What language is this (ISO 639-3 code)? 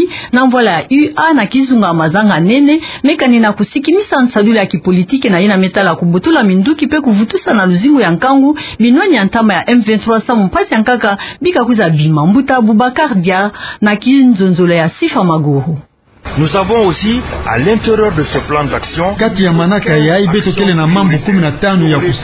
ktu